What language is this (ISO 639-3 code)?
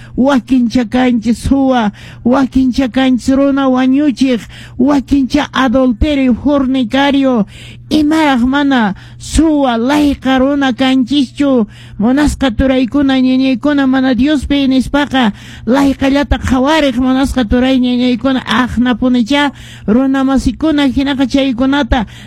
que